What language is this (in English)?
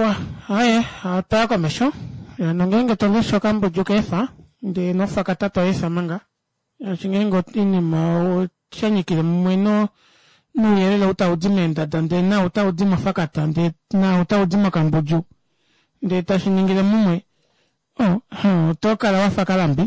Kuanyama